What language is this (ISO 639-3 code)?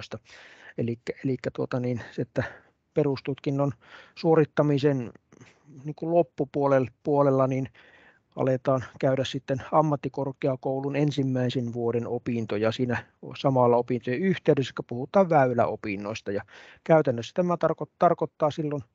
fin